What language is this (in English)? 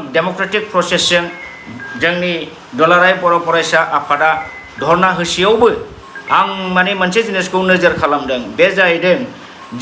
Bodo